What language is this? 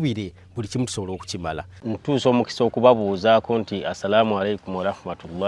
Ganda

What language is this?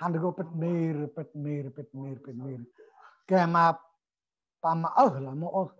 Central Mnong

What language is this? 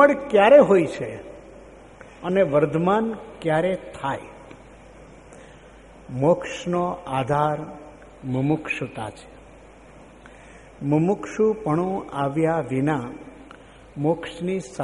Gujarati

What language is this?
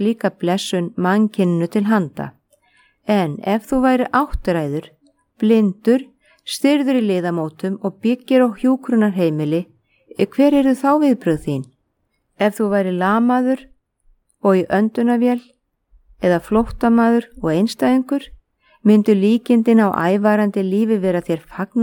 Icelandic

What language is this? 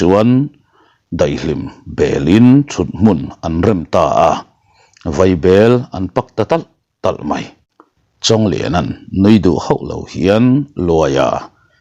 Mizo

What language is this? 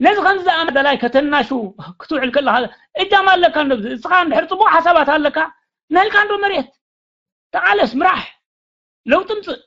Tigrinya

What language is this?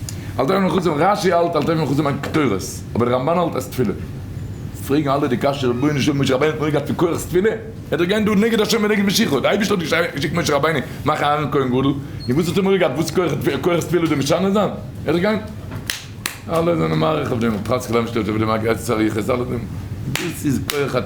Yiddish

